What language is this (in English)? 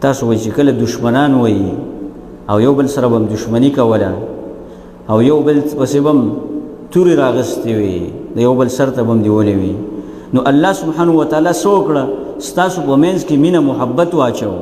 Pashto